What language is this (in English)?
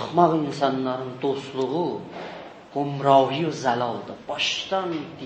South Azerbaijani